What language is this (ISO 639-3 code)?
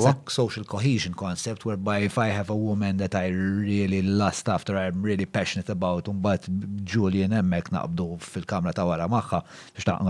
mlt